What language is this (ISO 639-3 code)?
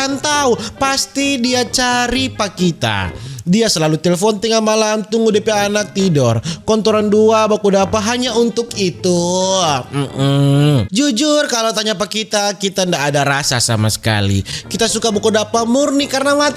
xmm